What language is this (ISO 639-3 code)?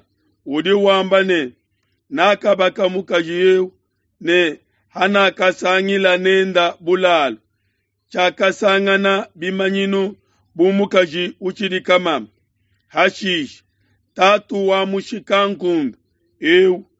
lua